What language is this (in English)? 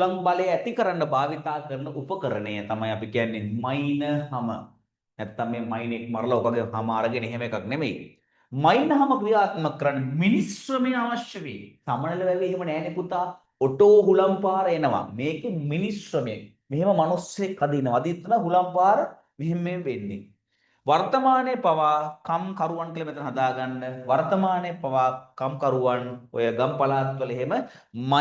Sinhala